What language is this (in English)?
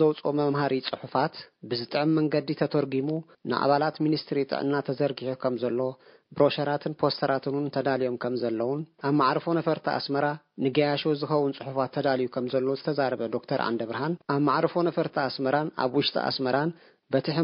Tigrinya